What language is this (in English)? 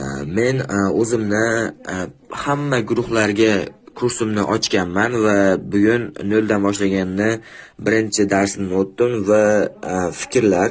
Uzbek